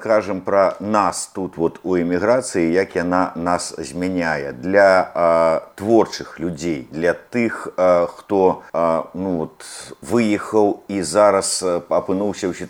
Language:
Belarusian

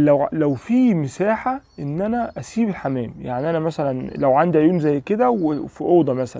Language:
Egyptian Arabic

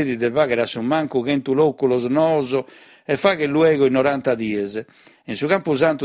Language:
Sardinian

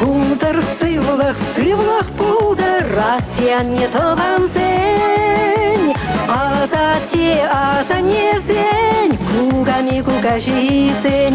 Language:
Chuvash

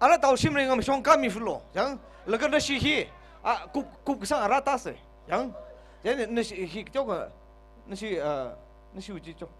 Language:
Tangkhul Naga (India)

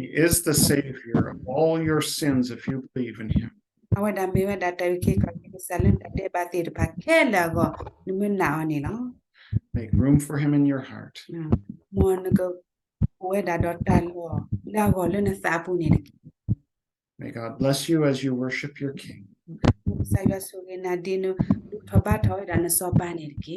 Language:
S'gaw Karen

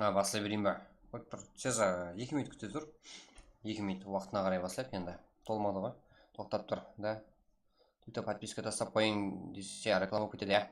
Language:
Kara-Kalpak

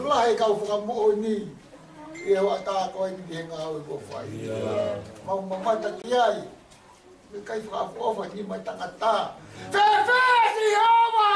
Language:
Tongan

